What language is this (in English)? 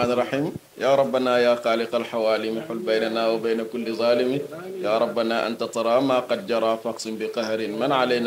Wolof